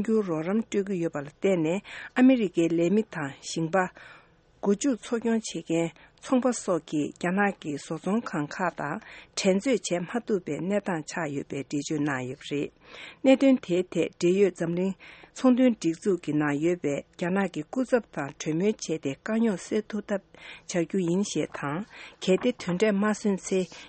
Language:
Tibetan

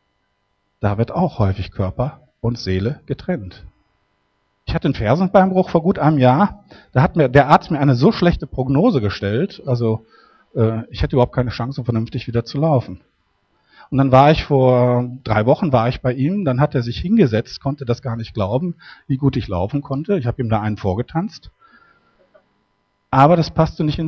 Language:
German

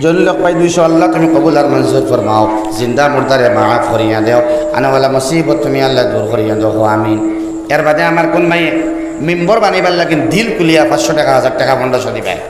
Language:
Sylheti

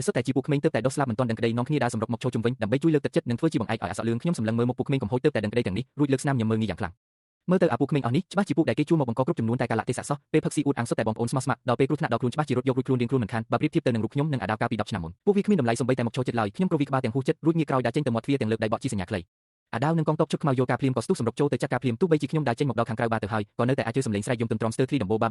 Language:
Khmer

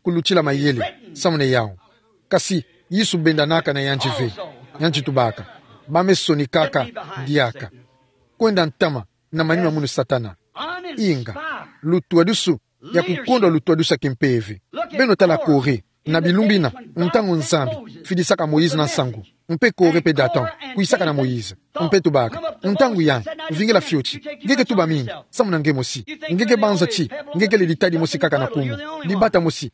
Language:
Kituba (Democratic Republic of Congo)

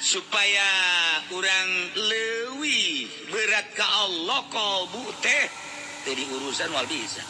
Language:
Sundanese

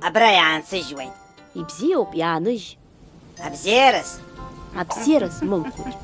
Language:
Abkhazian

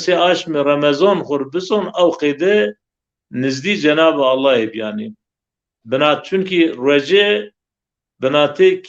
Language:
Zaza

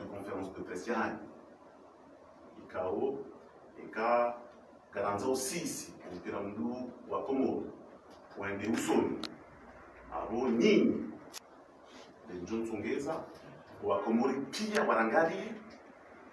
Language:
Ngazidja Comorian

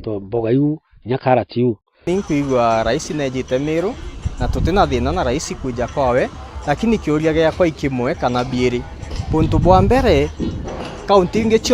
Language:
Meru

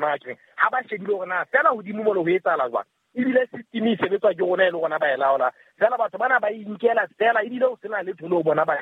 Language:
Southern Sotho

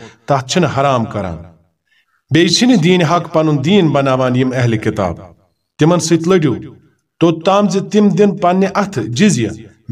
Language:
Kashmiri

